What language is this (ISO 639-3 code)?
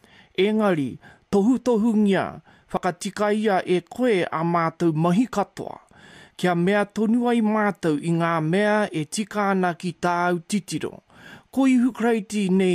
mri